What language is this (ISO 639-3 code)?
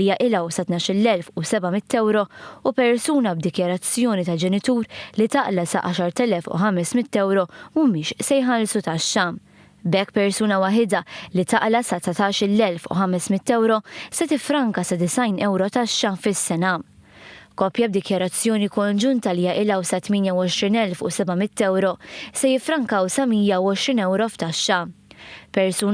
mlt